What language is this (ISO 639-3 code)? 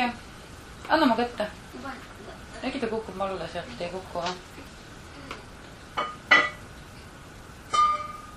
est